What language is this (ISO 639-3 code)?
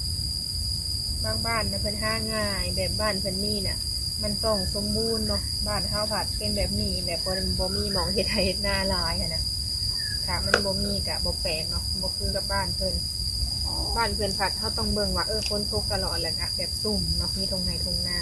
lao